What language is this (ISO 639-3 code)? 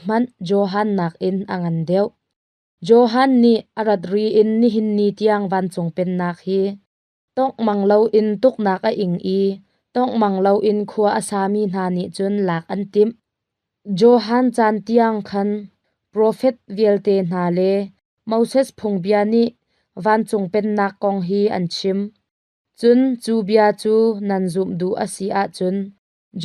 cnh